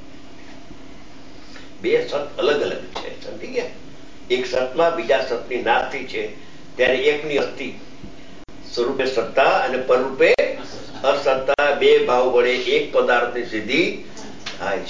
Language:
Gujarati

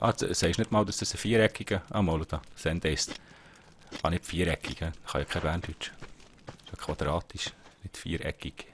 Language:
Swiss German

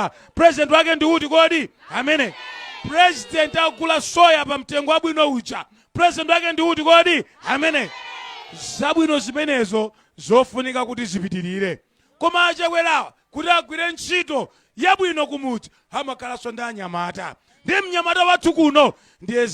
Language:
Nyanja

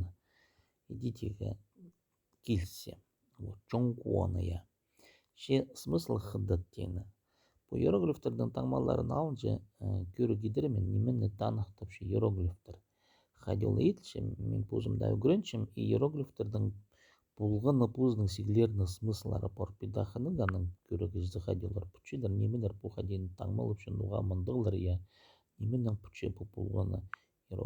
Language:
Khakas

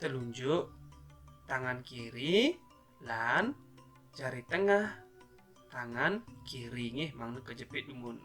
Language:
Balinese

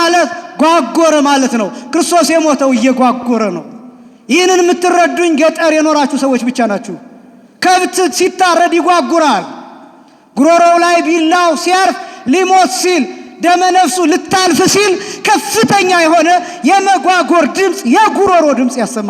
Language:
Amharic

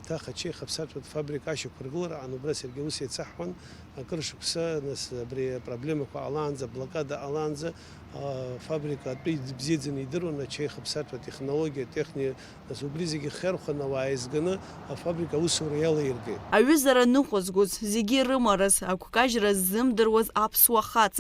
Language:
Abkhazian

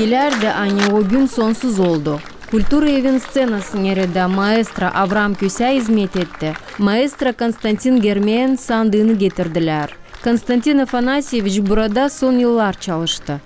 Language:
Gagauz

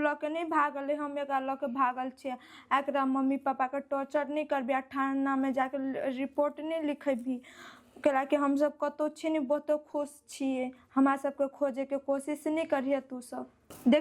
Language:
Maithili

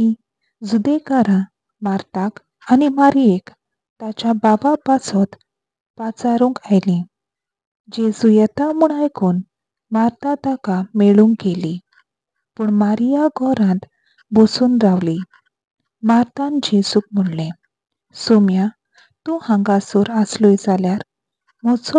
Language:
Konkani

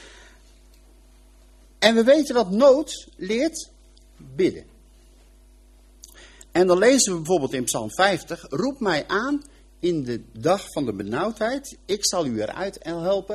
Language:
Dutch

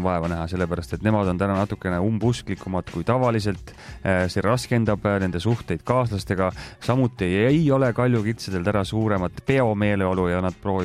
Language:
Estonian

